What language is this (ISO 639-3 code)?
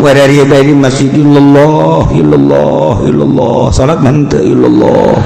sun